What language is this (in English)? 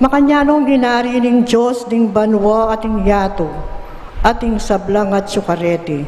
Pampanga